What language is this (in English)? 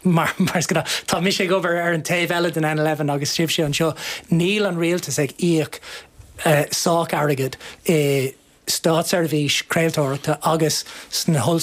Irish